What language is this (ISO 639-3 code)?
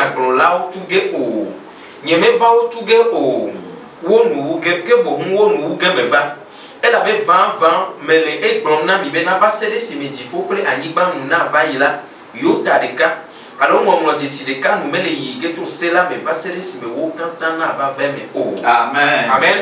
ewe